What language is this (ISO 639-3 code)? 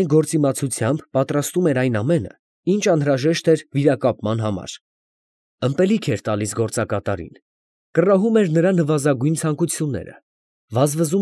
hye